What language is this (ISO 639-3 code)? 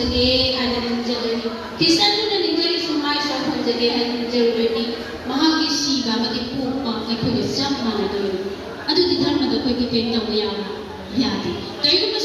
mni